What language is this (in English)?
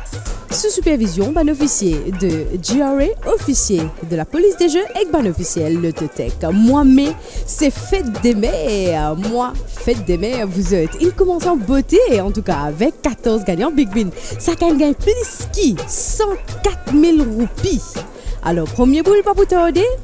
Morisyen